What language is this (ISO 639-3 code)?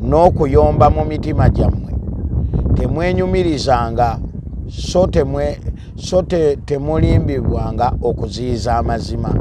lug